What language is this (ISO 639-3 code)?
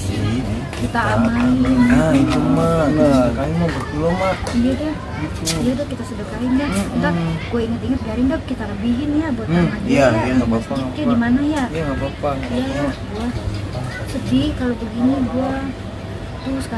bew